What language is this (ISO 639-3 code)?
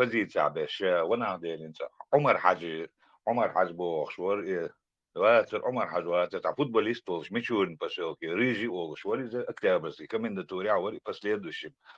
che